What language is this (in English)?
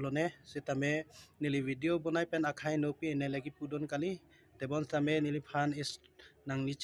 Karbi